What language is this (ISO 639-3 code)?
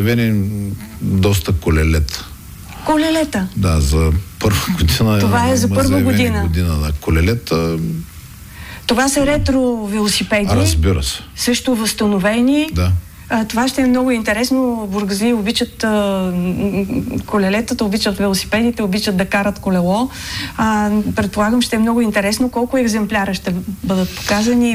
bul